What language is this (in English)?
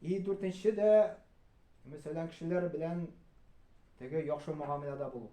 Tatar